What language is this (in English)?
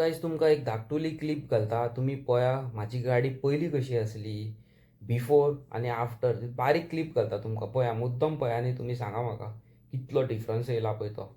Konkani